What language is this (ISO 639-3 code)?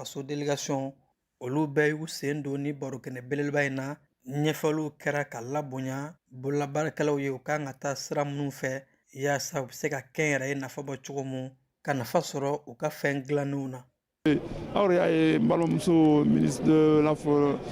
bam